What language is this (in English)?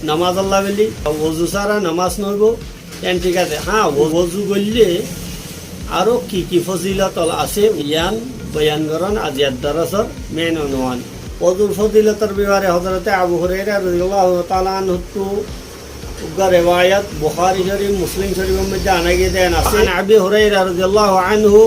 Rohingya